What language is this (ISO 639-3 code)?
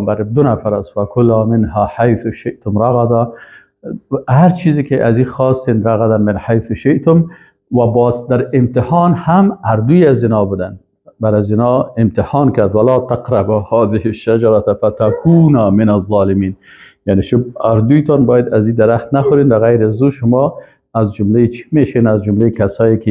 fas